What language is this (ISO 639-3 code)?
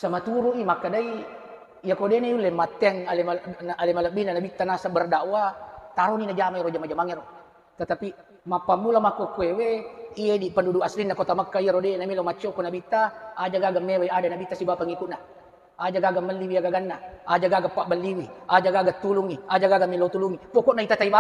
bug